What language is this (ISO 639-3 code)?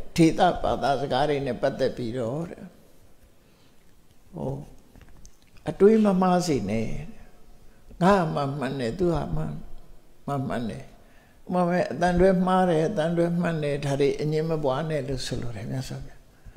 mya